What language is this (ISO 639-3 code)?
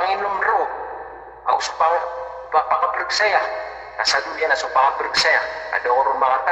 mrw